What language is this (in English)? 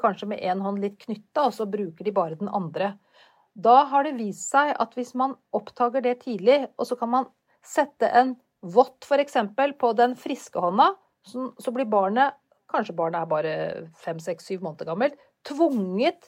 Norwegian